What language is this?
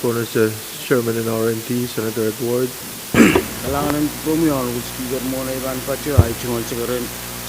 Pohnpeian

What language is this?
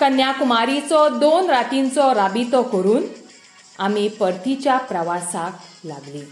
Konkani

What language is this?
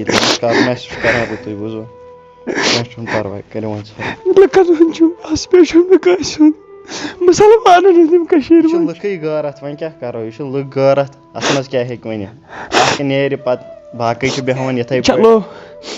Kashmiri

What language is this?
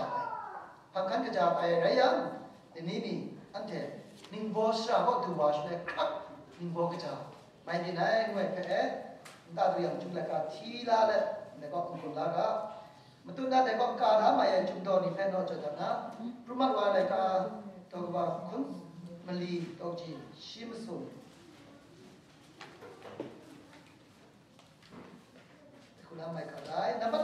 Thai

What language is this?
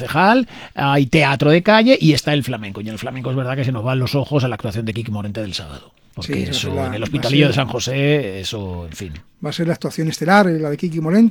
Spanish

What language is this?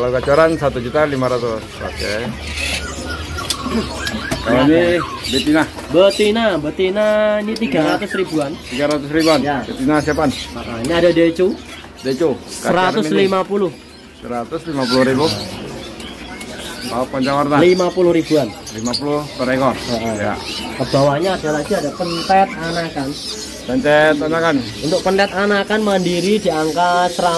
Indonesian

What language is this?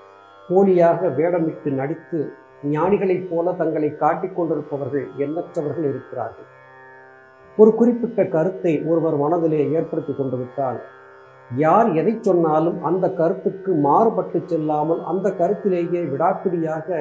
Tamil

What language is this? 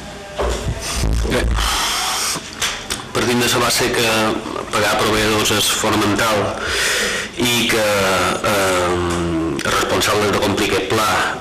Catalan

